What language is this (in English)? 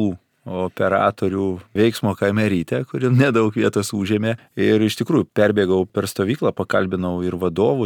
Lithuanian